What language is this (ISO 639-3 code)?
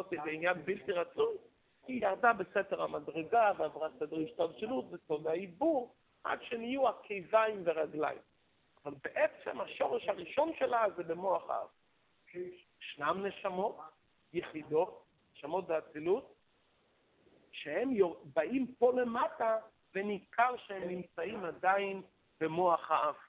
heb